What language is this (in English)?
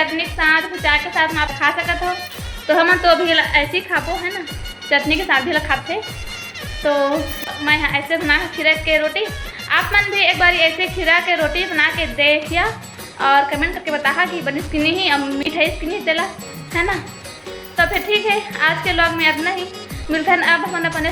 Chhattisgarhi